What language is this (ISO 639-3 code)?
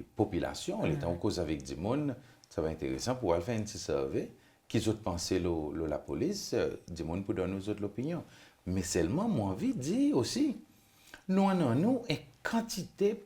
crs